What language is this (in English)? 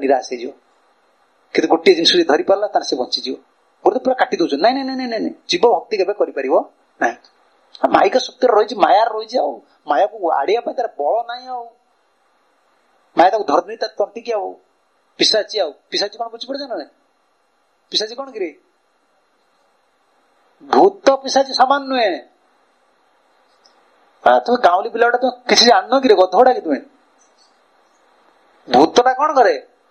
Odia